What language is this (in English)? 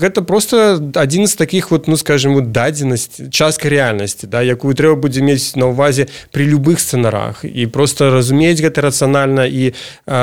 Belarusian